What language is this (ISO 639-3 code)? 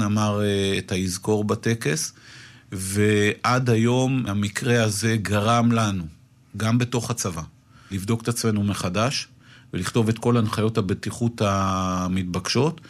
heb